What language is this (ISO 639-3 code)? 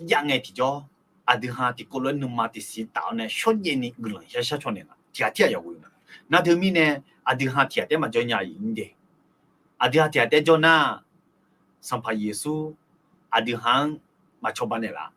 ahk